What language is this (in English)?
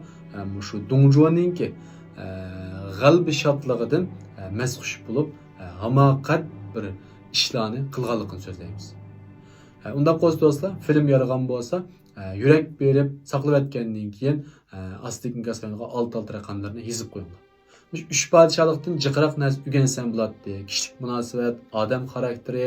Uyghur